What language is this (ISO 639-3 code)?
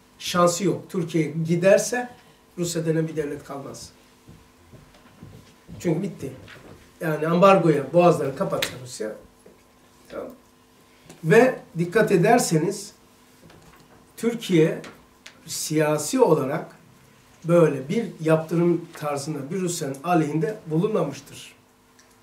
tur